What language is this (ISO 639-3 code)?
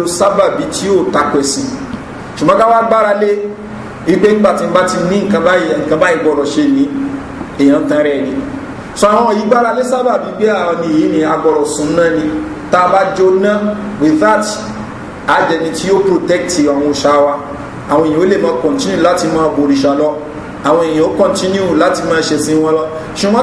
yor